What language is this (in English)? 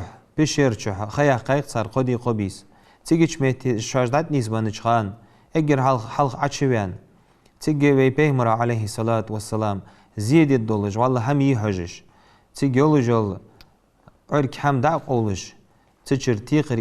Ingush